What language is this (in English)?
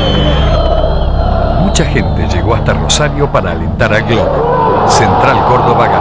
Spanish